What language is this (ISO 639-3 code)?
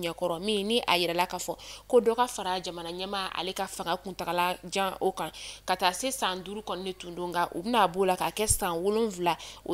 bam